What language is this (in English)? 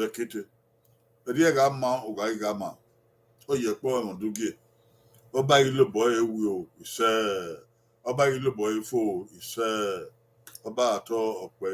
Bini